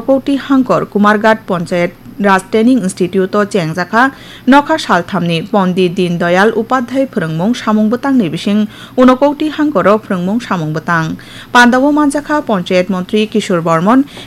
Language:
Kok Borok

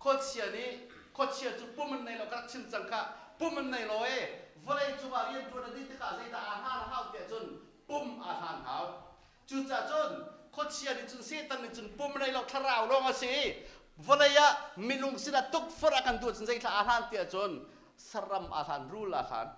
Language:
Hakha Chin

